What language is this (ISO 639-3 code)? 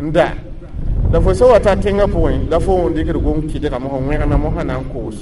mos